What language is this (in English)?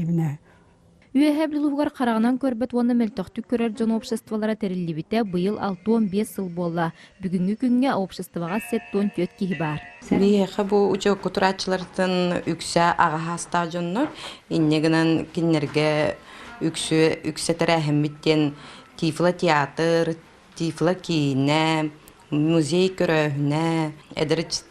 Yakut